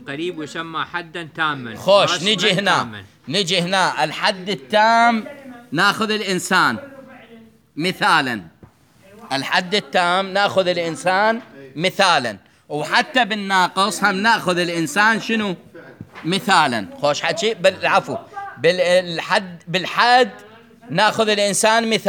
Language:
Mesopotamian Arabic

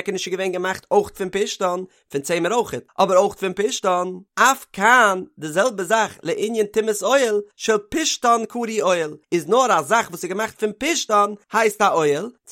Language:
Yiddish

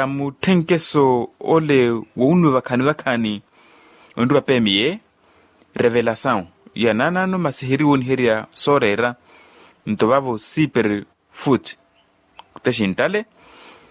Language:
Makhuwa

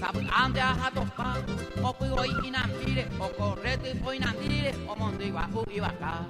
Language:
Guarani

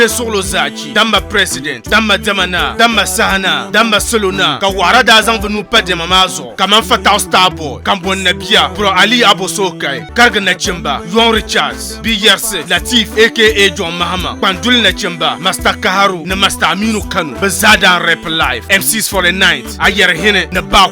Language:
Dagbani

